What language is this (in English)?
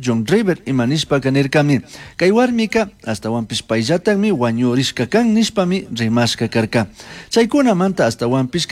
Chimborazo Highland Quichua